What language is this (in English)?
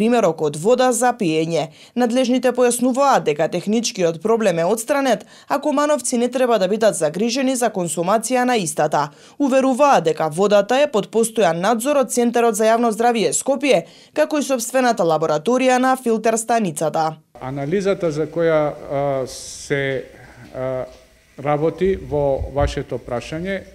Macedonian